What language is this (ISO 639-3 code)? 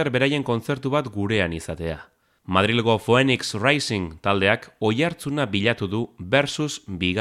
eus